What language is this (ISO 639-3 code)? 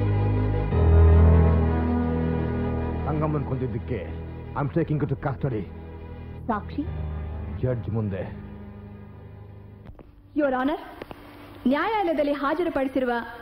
kan